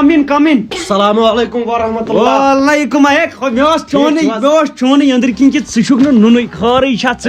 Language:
Kashmiri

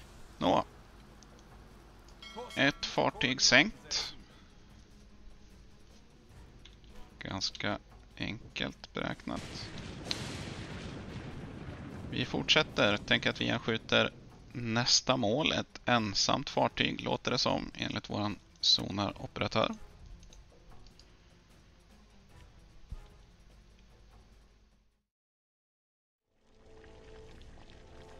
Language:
Swedish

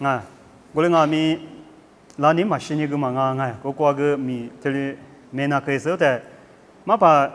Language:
Lisu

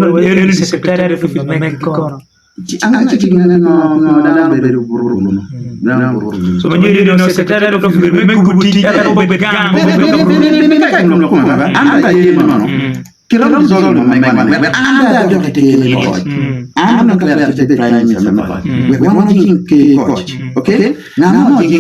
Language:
Acoli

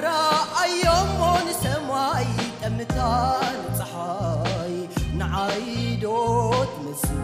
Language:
Tigrinya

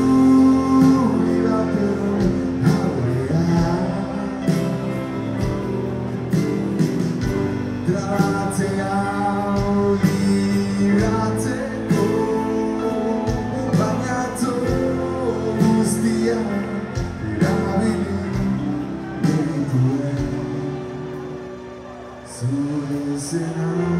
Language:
Basque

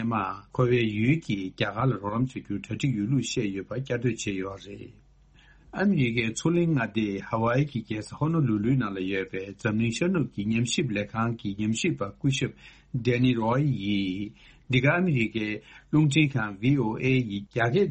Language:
Tibetan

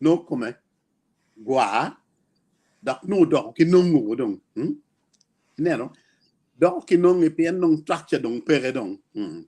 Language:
Acoli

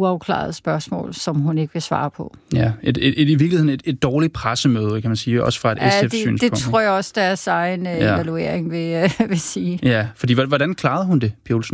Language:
Danish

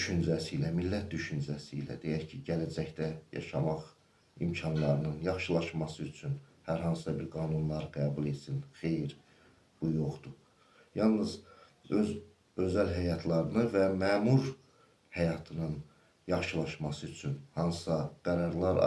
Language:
Azerbaijani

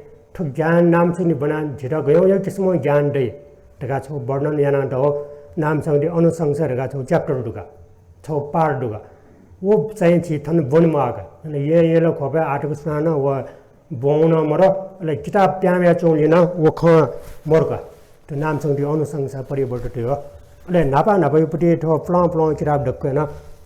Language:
Newari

